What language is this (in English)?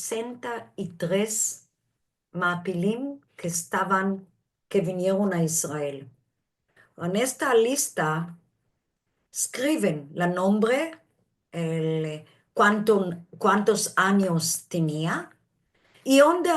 Ladino